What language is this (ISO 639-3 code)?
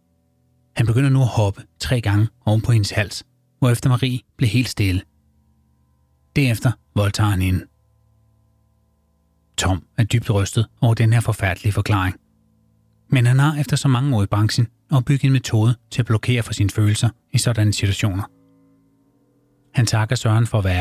dan